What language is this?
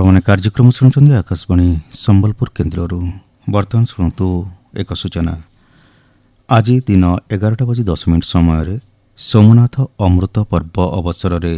Odia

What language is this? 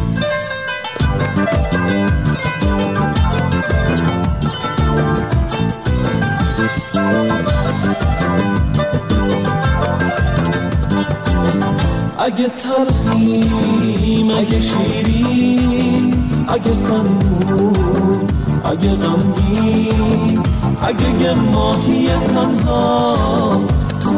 Persian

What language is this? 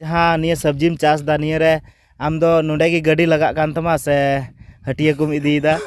Santali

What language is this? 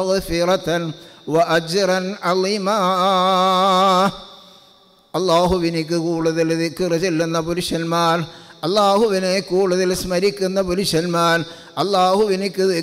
Malayalam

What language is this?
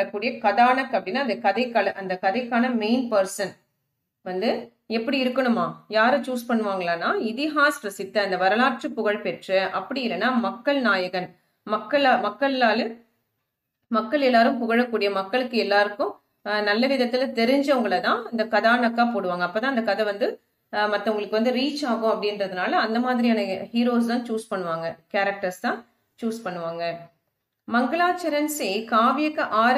Tamil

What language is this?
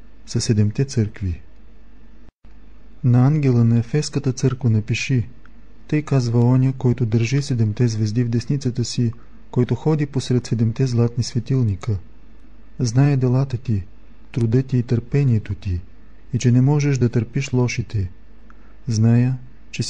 Bulgarian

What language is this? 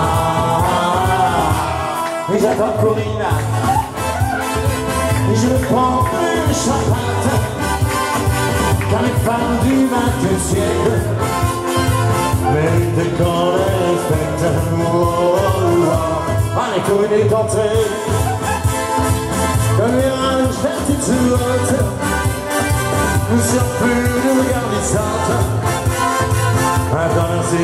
French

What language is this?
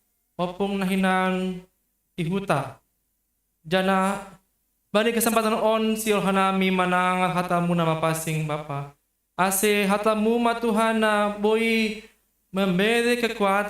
Batak Simalungun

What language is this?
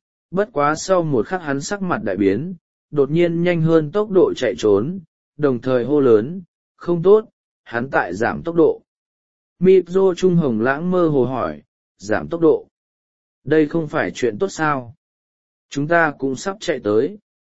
Vietnamese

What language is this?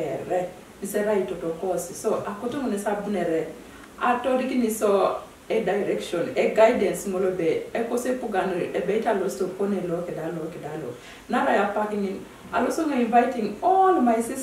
Teso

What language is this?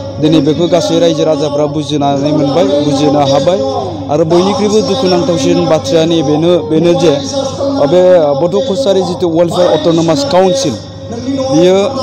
Bodo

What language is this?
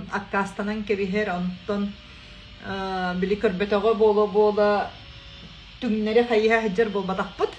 Yakut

